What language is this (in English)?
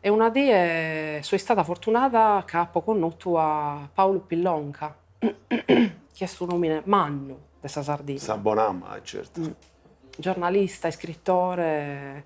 Sardinian